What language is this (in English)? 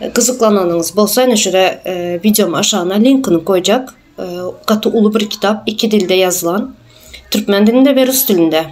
Turkmen